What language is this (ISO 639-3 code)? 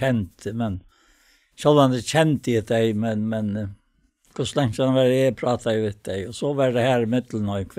fao